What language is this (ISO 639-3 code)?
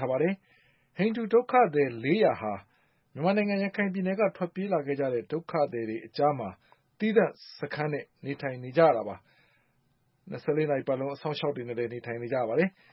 mya